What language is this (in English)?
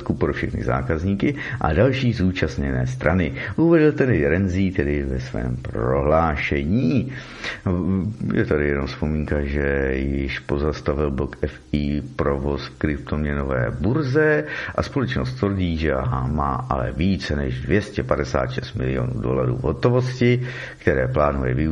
Czech